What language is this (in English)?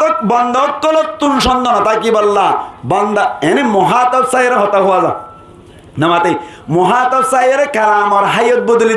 Rohingya